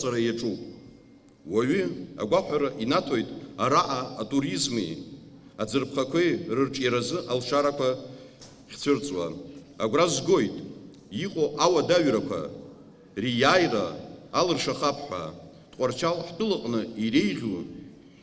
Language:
Abkhazian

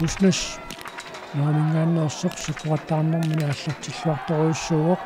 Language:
Kalaallisut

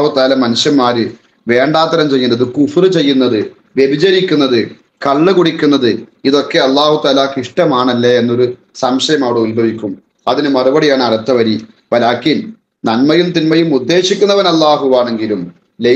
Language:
Malayalam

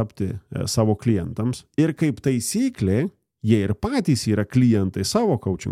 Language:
Lithuanian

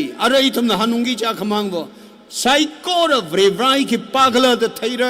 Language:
Tangkhul Naga (India)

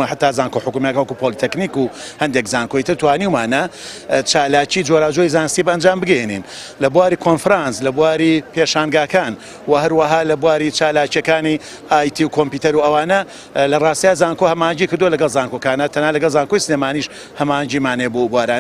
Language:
Central Kurdish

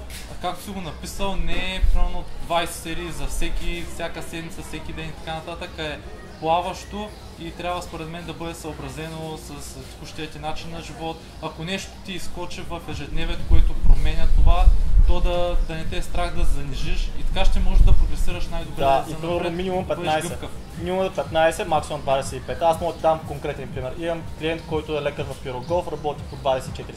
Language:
Bulgarian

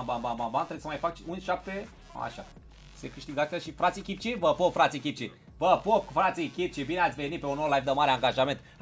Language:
Romanian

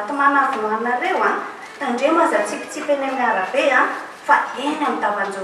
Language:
Malagasy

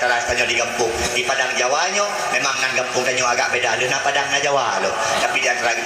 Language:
Achinese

